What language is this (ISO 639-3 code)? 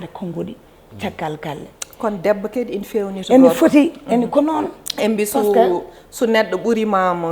ful